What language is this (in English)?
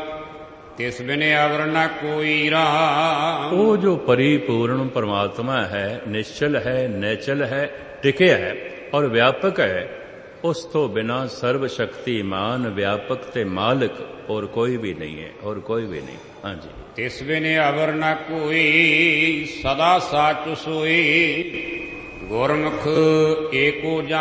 Punjabi